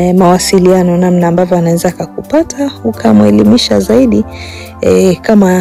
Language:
Swahili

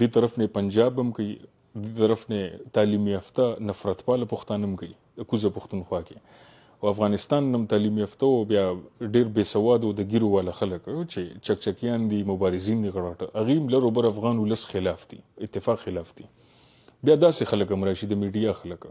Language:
Pashto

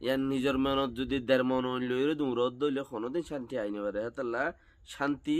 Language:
Rohingya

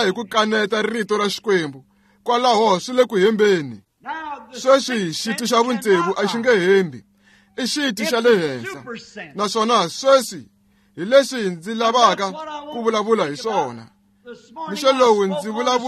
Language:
Tsonga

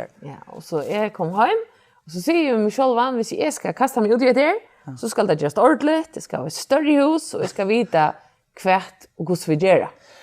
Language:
Faroese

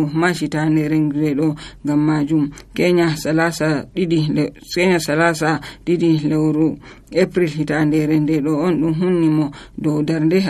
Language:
Nigerian Fulfulde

